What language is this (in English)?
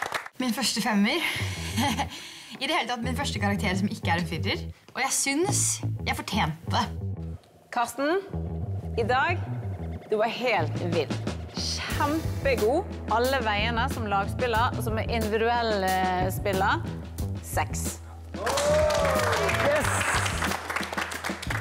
Norwegian